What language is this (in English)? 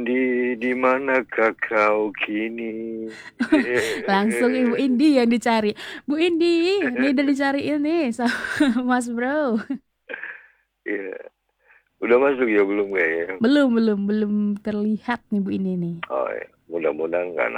Indonesian